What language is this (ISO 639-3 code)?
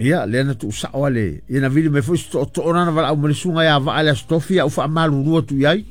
smo